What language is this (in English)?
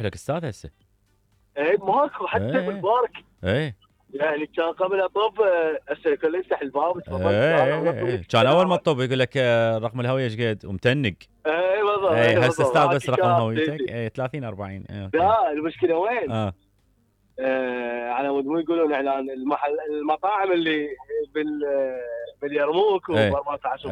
Mesopotamian Arabic